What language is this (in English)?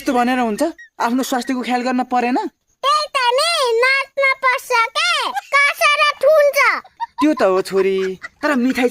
Nepali